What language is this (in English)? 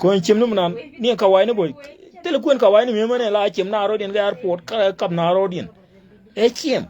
Nuer